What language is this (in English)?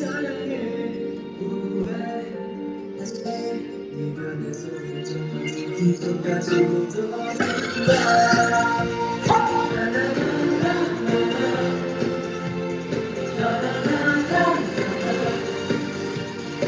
Korean